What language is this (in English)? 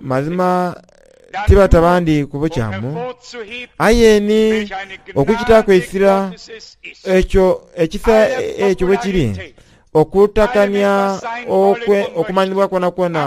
Soga